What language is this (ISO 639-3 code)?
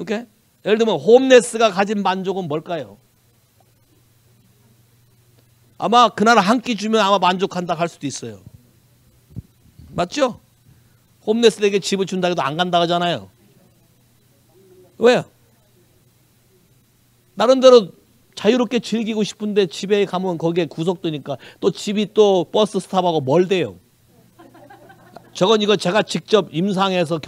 kor